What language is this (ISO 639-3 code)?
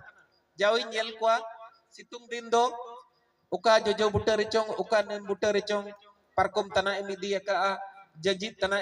sat